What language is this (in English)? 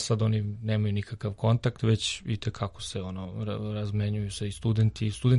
Serbian